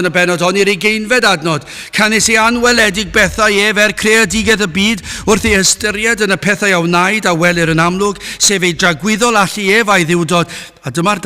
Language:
Welsh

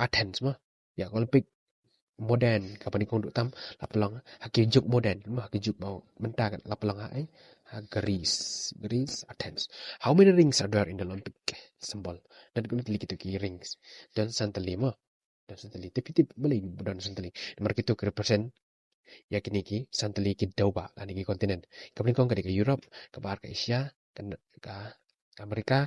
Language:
Khasi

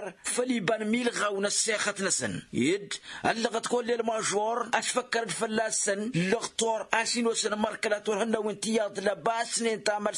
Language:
Tamasheq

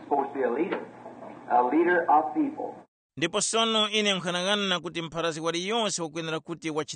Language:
Tumbuka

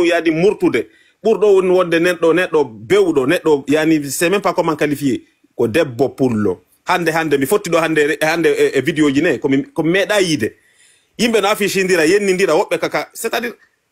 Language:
Fula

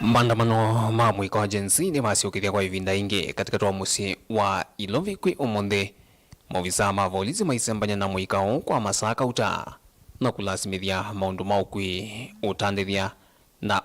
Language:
Kamba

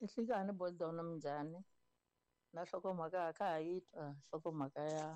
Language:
Tsonga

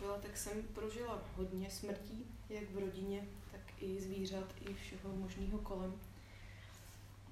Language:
Czech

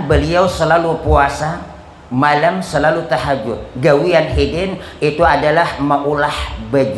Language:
Banjar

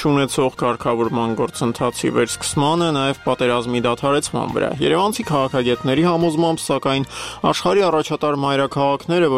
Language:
Armenian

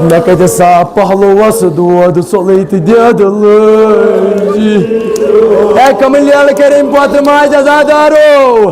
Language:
Kashmiri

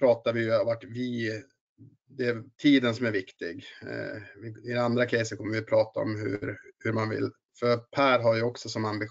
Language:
Swedish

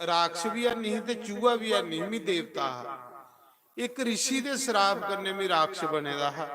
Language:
Dogri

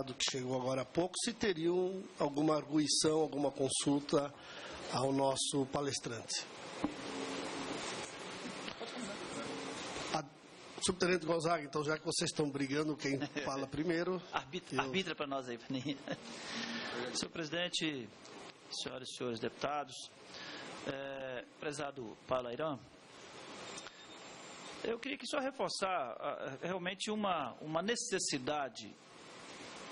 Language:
Portuguese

